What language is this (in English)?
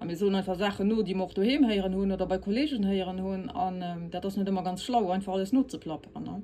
Luxembourgish